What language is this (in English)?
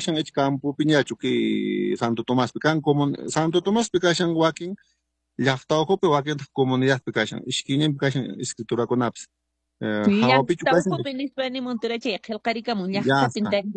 Quechua